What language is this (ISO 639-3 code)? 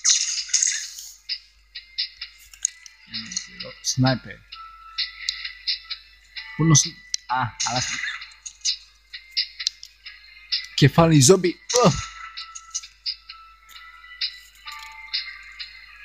ell